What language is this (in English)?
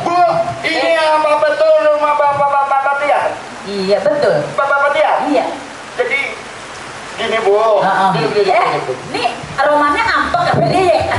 Betawi